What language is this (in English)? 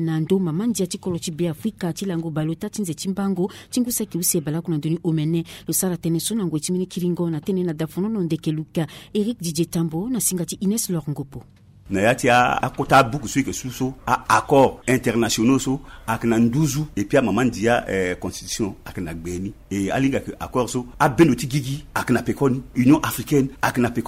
Sango